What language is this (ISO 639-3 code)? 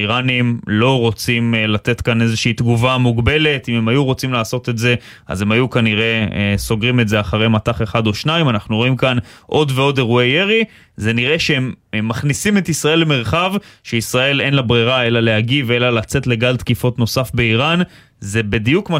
heb